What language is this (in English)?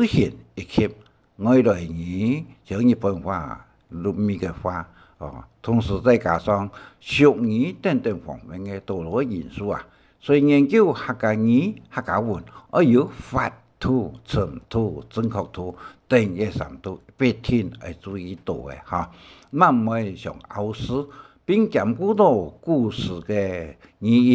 Hakka Chinese